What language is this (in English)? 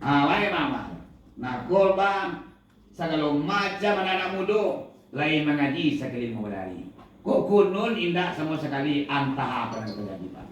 Minangkabau